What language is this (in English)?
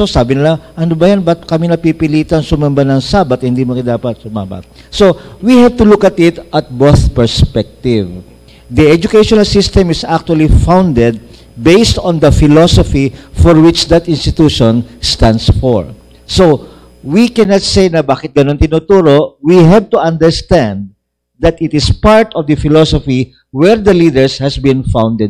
Filipino